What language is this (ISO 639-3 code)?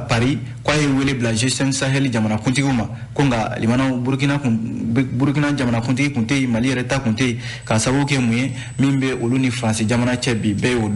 bam